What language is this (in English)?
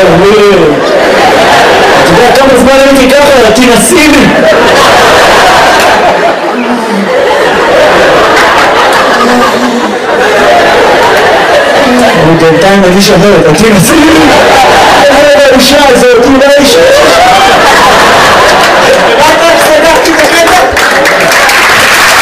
Hebrew